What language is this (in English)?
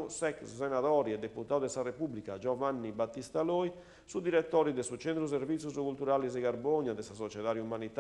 Sardinian